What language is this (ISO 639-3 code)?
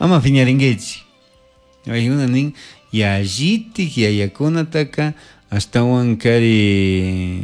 qug